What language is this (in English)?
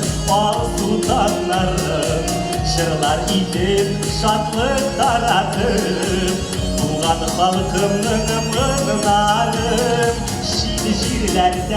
Bashkir